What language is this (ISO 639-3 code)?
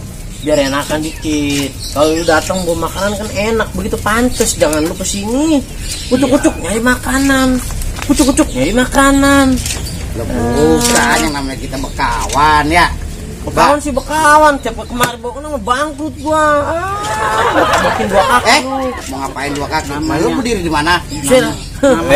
bew